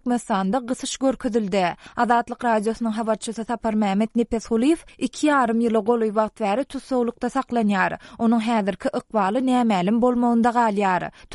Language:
Turkmen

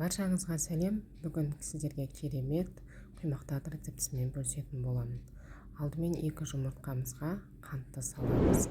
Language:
Kazakh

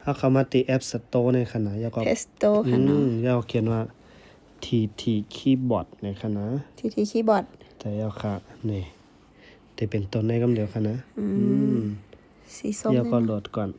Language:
Shan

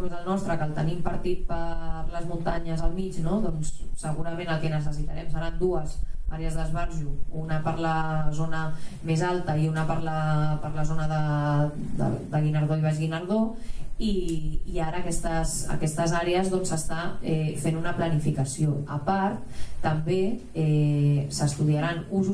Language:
Catalan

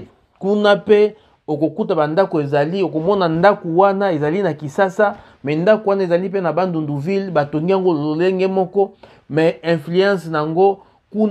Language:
Lingala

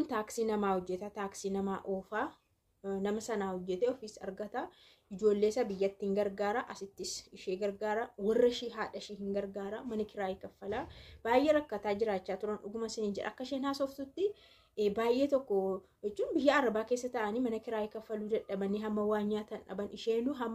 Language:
Oromo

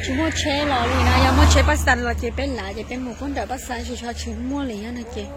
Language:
Hmong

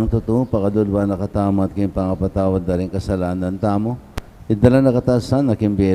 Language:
Pampanga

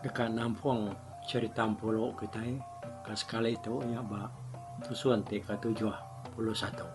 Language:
Iban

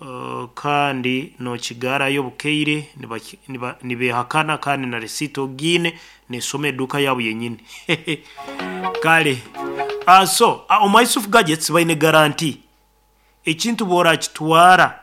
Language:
Nyoro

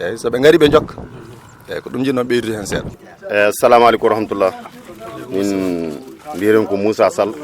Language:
Fula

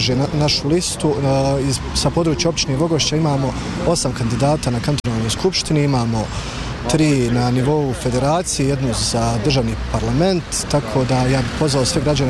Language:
Bosnian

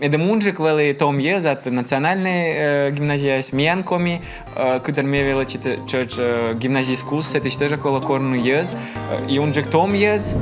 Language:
Komi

